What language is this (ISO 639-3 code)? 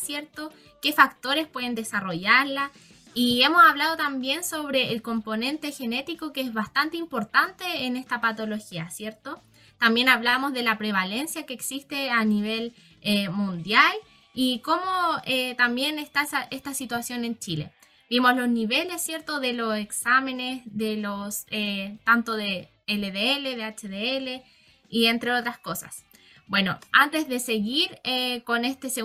spa